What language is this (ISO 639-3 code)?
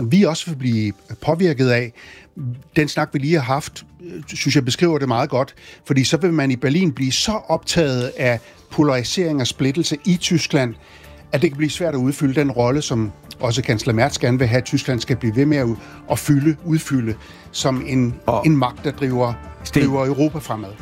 dan